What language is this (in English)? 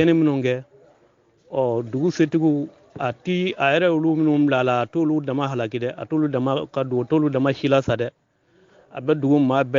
Bambara